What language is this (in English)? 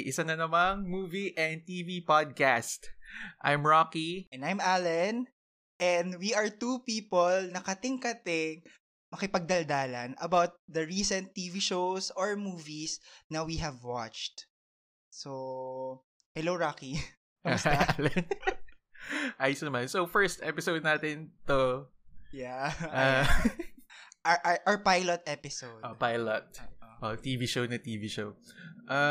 Filipino